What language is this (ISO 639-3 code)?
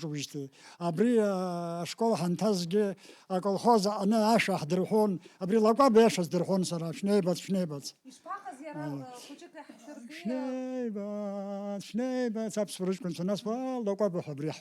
abk